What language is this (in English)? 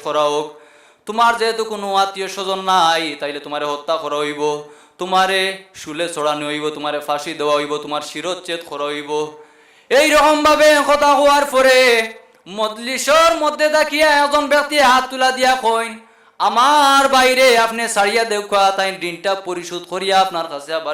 Sylheti